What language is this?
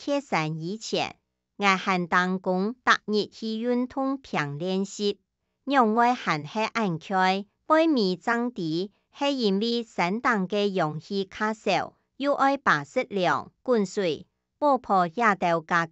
Hakka Chinese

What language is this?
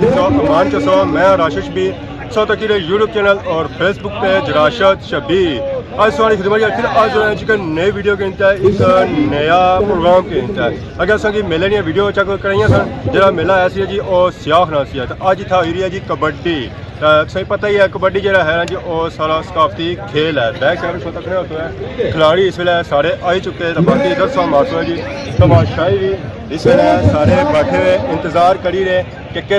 Pahari-Potwari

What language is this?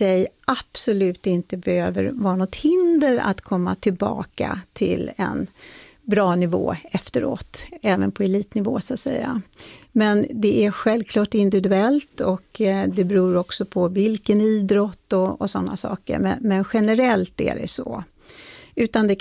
Swedish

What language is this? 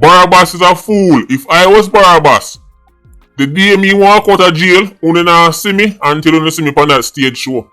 Jamaican Creole English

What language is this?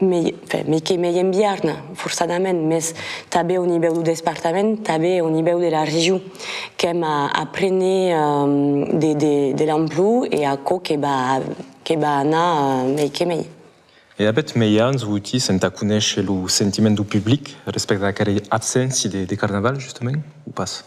Occitan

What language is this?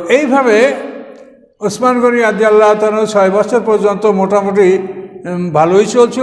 Bangla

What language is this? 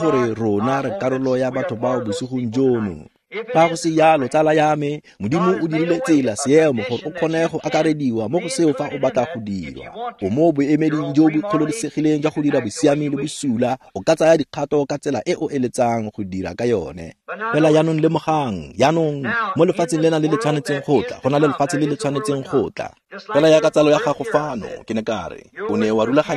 Tswana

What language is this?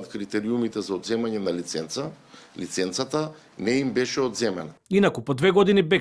Macedonian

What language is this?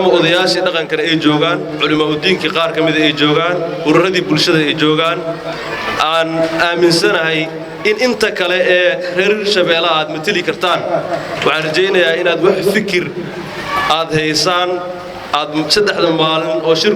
Somali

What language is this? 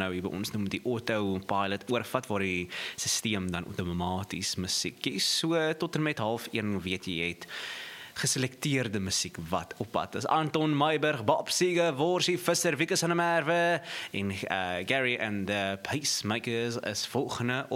Afrikaans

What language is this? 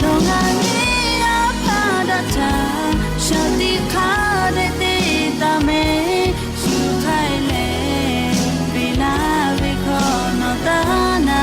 Lahu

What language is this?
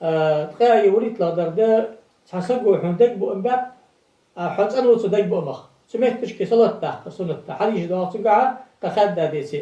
Ingush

